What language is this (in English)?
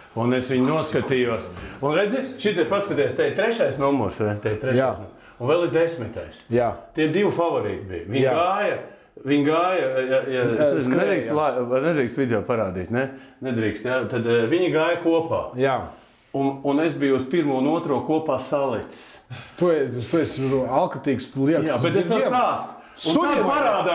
Latvian